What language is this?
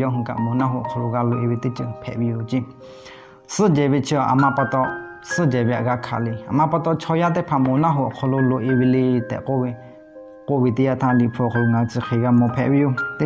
Lahu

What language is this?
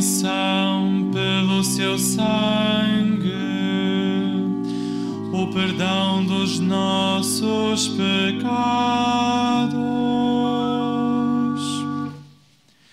Portuguese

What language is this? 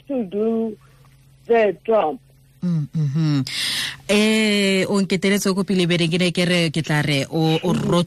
Tswana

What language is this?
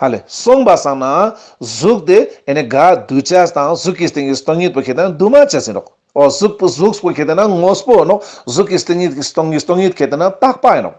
Ladakhi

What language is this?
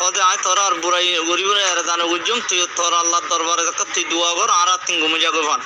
Rohingya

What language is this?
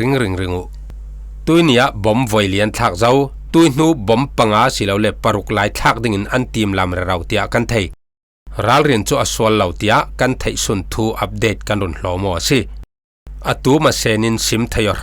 Falam Chin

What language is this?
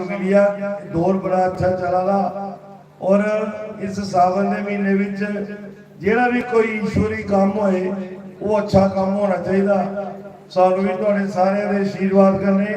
Dogri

